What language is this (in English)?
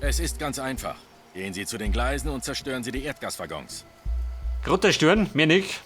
Bavarian